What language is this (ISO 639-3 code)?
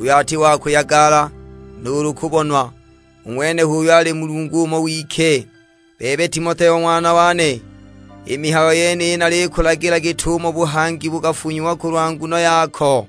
suk